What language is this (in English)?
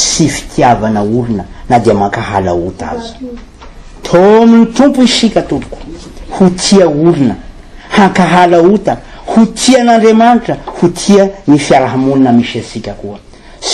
Malagasy